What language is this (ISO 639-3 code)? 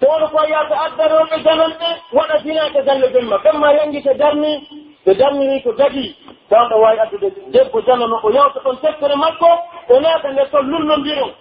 fuf